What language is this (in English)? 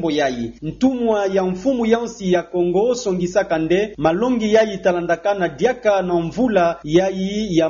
Kituba (Democratic Republic of Congo)